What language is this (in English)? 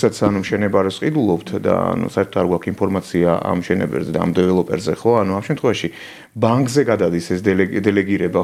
Georgian